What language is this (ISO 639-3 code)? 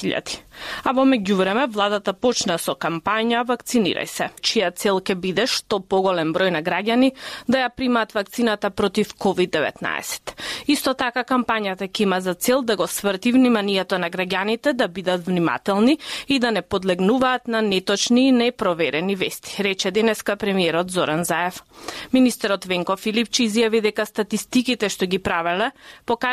mkd